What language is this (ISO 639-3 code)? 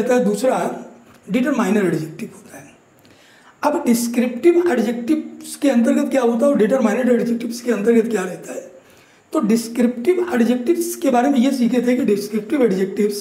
hin